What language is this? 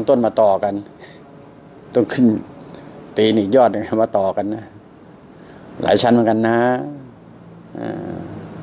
Thai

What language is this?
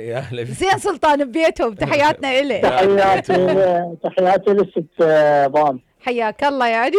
Mesopotamian Arabic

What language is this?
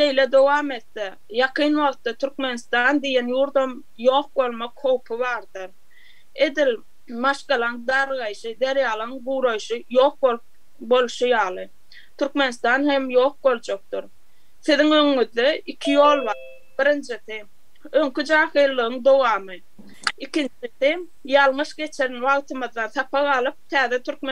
Turkmen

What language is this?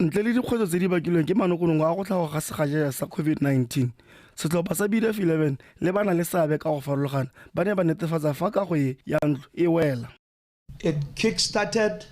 Tswana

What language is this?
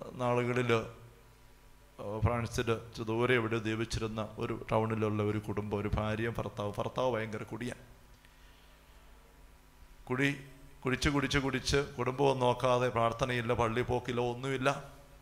Malayalam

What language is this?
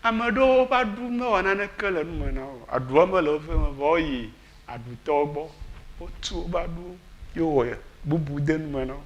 Ewe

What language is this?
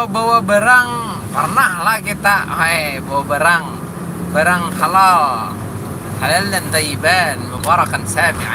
Banjar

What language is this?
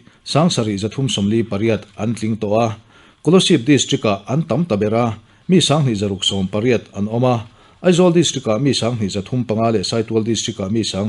Mizo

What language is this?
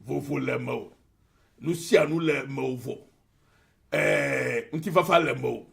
Ewe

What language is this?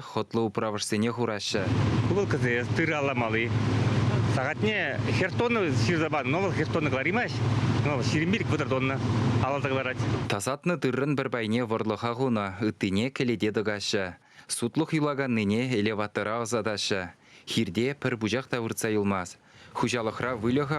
Chuvash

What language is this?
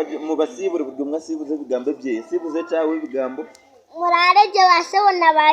Nyankole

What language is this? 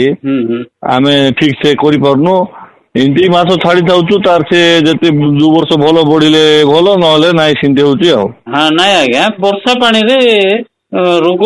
Odia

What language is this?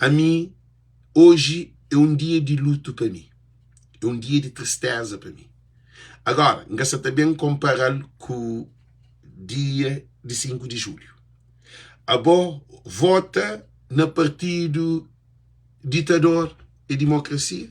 Kabuverdianu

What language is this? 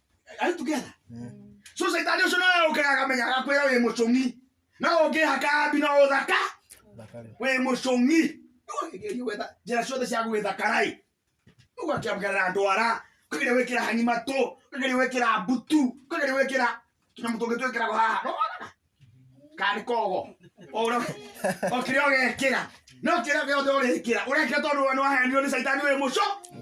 Kikuyu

